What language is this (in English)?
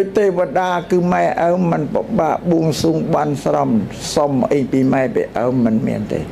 Khmer